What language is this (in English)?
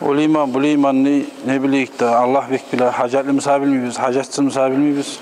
Kumyk